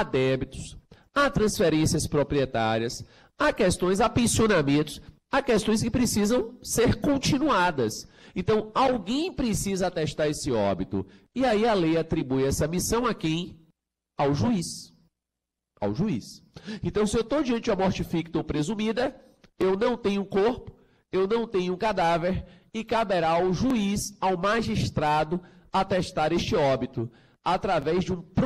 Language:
Portuguese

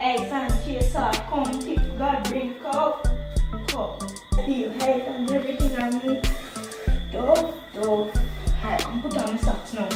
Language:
Jamaican Creole English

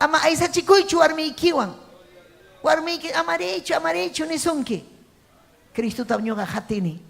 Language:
Ayacucho Quechua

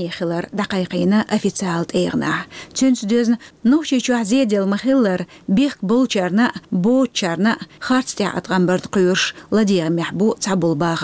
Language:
Chechen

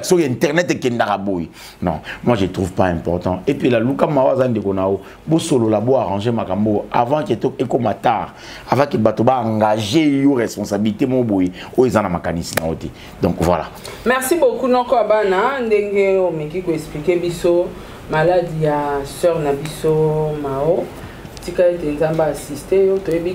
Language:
Lingala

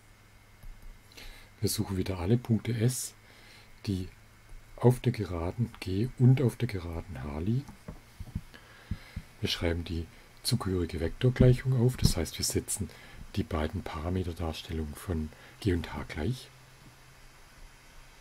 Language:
German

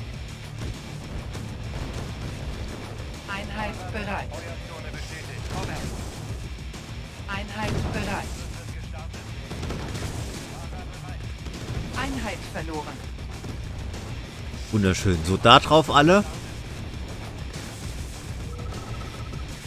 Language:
German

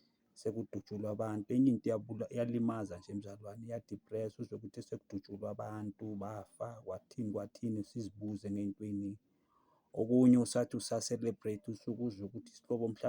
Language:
Zulu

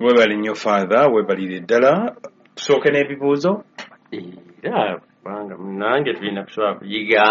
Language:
Ganda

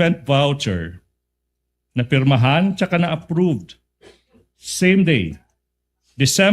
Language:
Waray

